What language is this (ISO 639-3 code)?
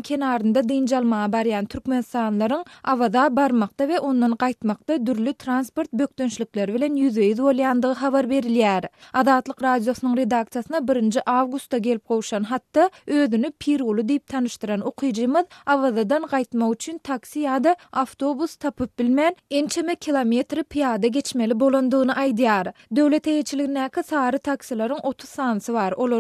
tuk